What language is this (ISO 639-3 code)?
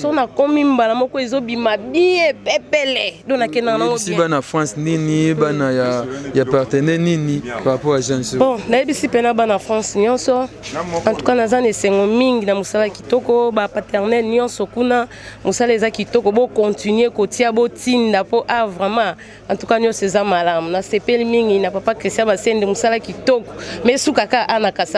lin